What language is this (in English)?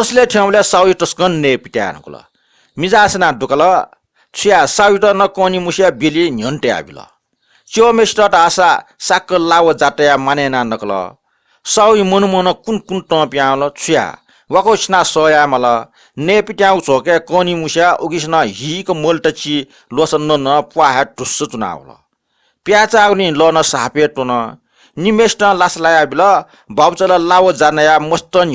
Newari